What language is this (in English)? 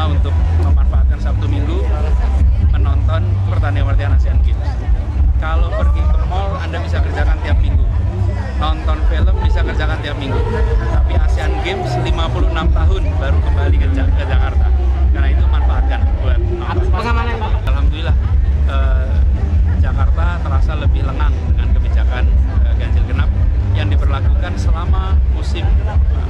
Indonesian